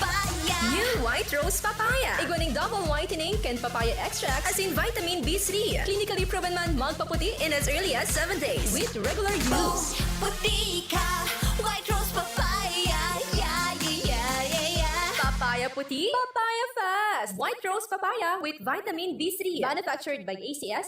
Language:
Bikol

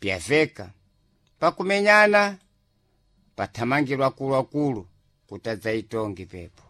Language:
Sena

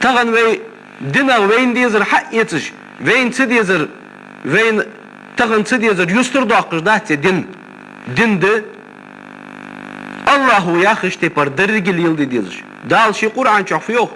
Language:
Ingush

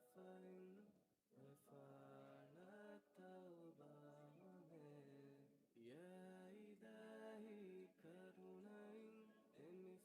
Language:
Divehi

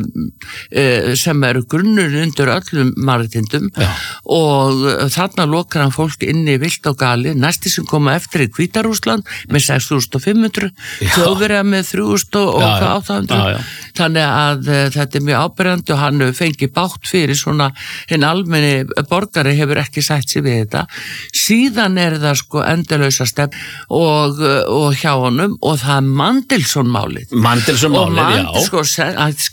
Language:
Icelandic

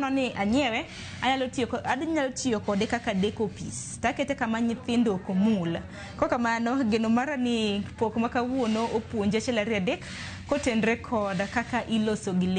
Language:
Luo (Kenya and Tanzania)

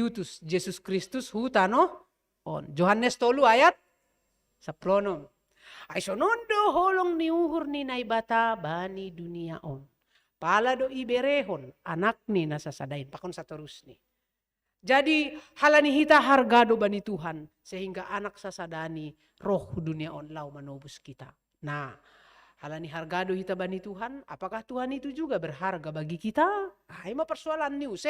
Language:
Batak Simalungun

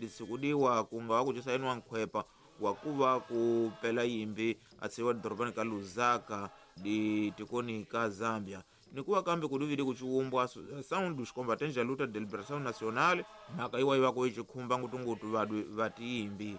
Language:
Tsonga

